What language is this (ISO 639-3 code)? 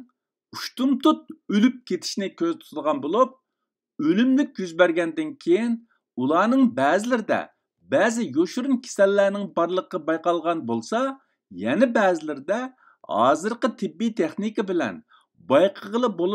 uig